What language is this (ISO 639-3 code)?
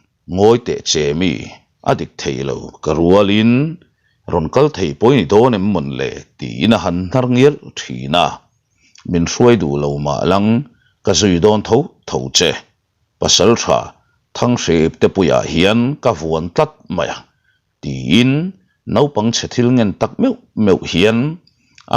lus